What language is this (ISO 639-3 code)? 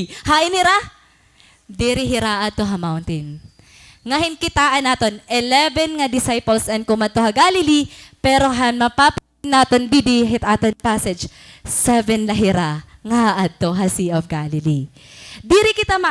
war